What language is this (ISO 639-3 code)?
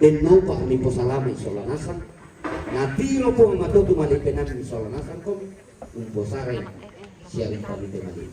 sda